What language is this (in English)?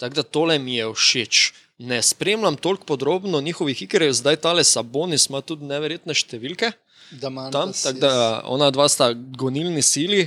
Slovenian